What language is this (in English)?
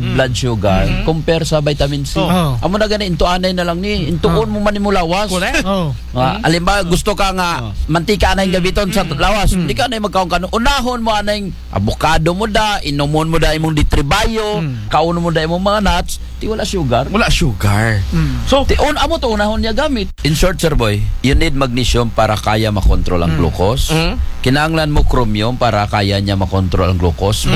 Aklanon